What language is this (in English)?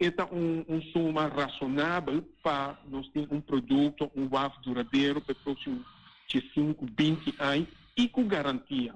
Papiamento